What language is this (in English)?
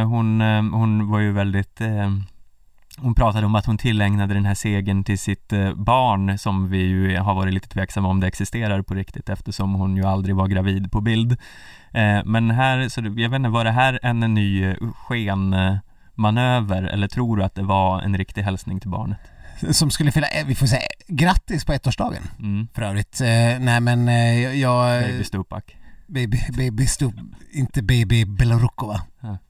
Swedish